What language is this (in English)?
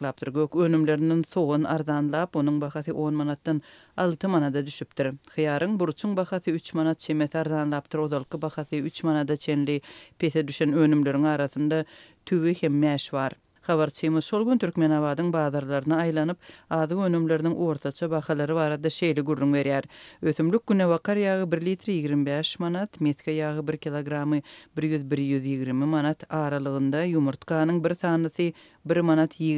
Turkmen